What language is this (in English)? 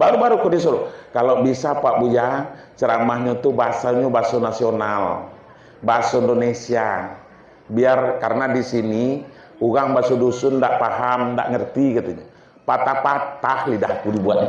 Minangkabau